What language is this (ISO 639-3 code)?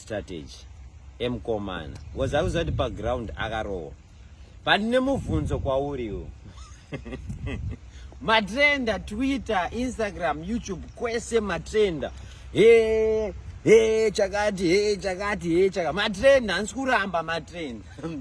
sna